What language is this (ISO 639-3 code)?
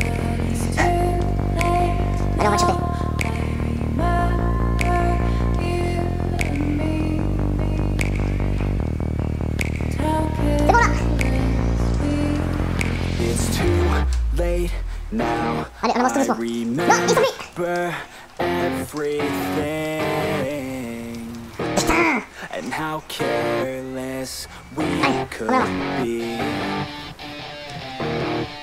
fra